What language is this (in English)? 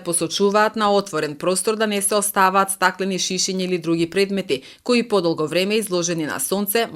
Macedonian